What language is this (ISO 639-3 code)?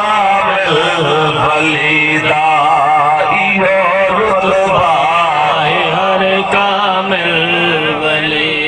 skr